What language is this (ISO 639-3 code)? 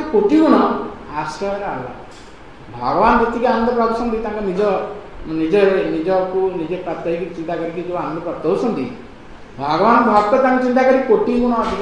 ori